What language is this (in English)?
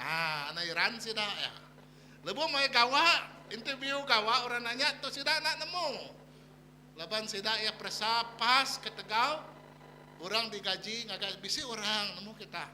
Iban